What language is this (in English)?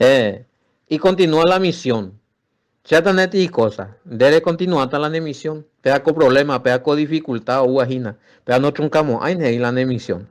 Guarani